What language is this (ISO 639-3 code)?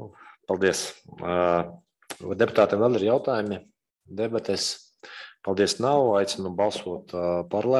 lav